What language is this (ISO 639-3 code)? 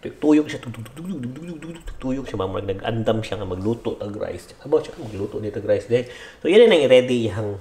ceb